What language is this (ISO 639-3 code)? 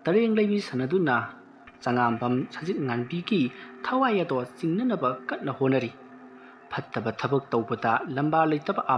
mni